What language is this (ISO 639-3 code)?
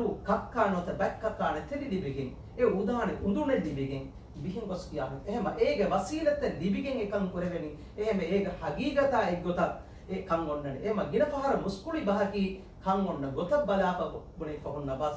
div